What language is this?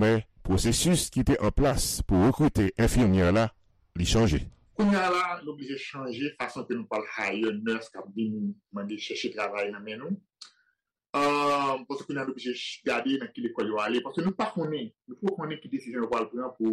Haitian Creole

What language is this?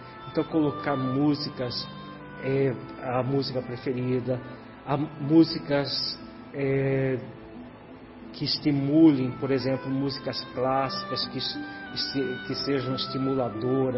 Portuguese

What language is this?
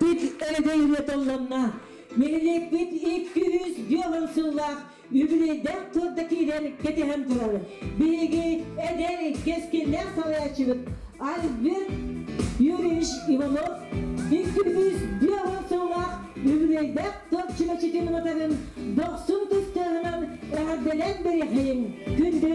Yakut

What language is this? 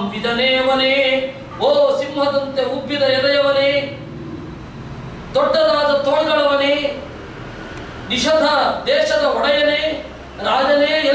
Kannada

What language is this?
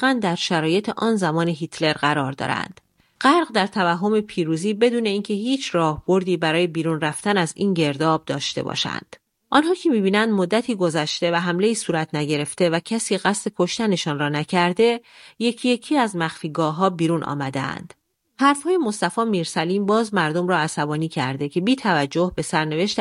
Persian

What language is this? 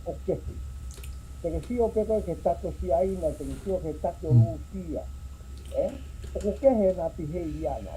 Tongan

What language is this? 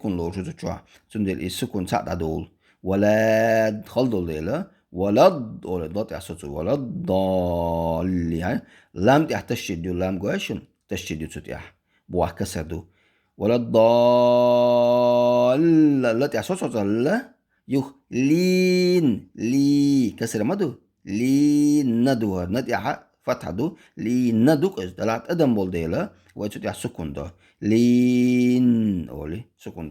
Chechen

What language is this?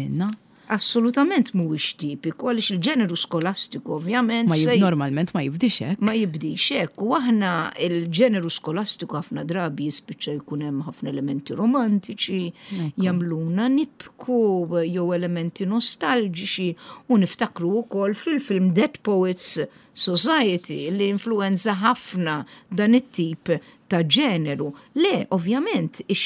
Maltese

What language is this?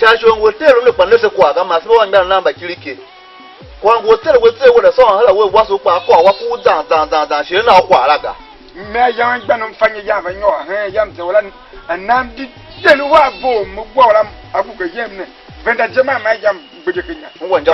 Tiv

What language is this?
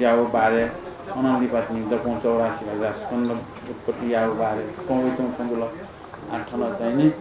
Newari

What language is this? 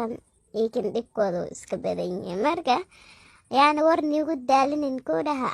Somali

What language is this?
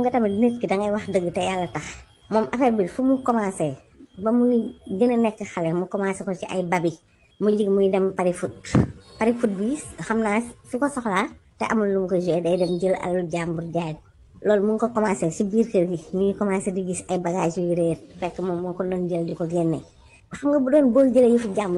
Wolof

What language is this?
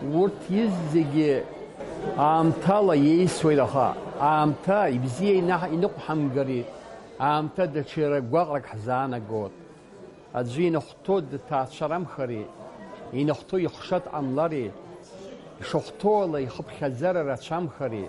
Abkhazian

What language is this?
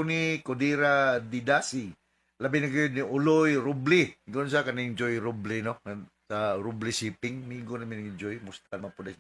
Cebuano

